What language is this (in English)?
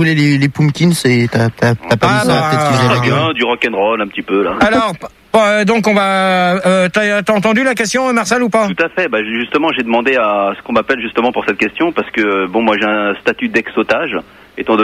French